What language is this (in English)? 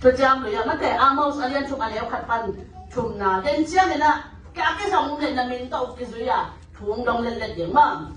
Tedim Chin